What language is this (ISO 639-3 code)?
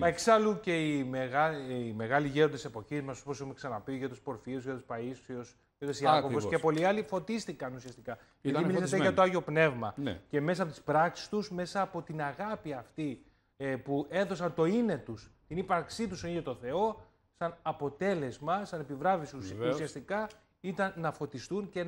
ell